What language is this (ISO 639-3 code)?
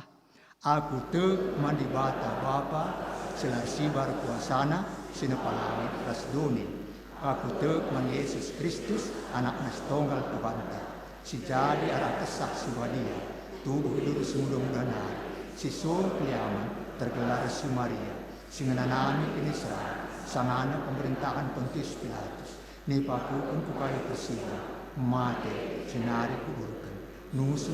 btx